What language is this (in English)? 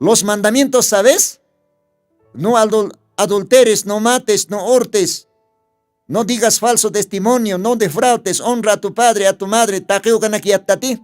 Aymara